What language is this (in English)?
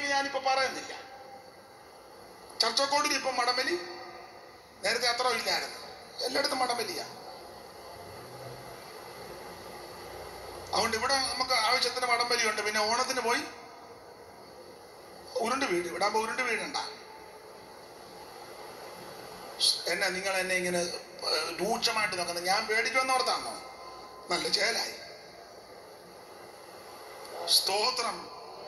Malayalam